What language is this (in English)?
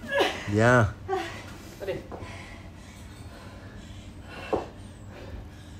French